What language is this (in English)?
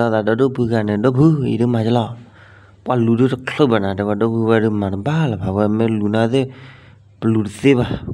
S'gaw Karen